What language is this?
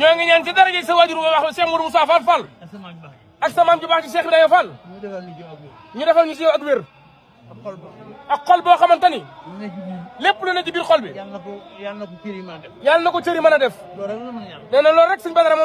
Wolof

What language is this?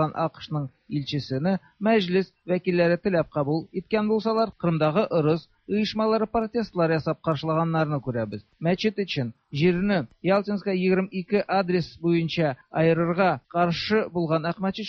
Tatar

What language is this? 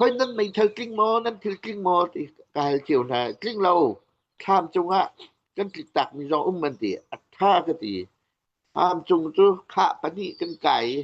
Hakha Chin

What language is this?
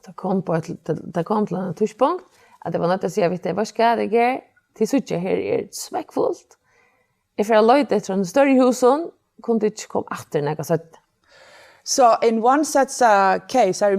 Faroese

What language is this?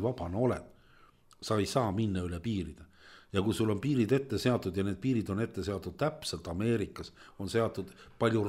Estonian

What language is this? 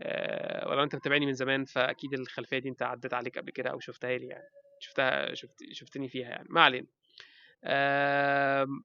Egyptian Arabic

